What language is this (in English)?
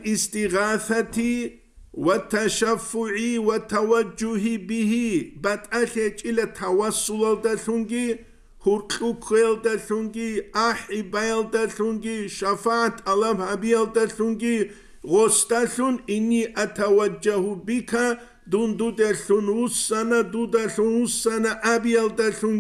Avaric